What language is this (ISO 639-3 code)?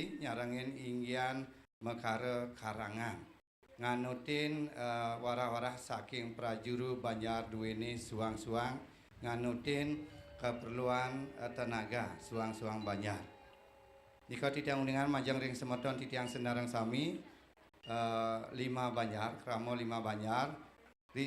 ban